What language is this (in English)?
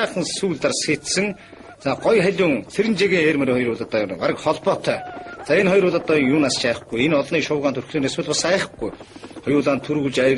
Mongolian